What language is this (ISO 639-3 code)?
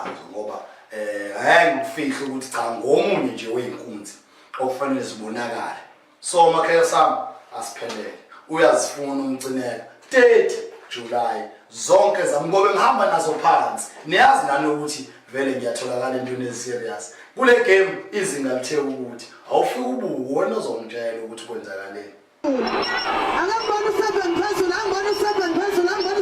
zul